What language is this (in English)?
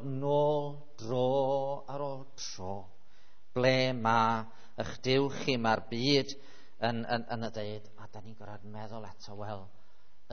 Welsh